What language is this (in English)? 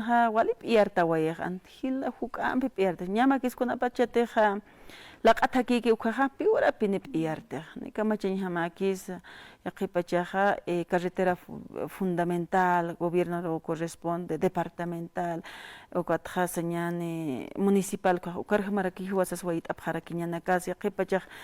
Aymara